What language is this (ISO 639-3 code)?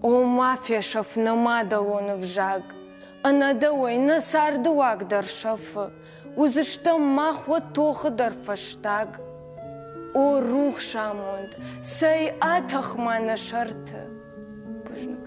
oss